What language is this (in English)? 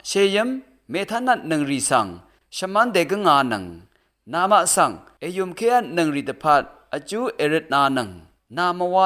Rawang